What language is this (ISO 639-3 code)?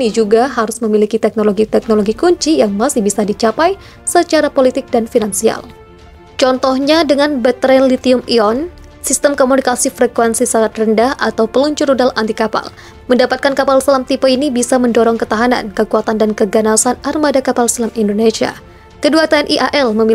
ind